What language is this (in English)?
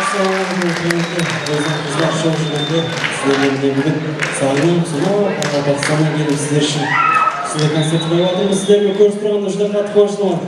Kara-Kalpak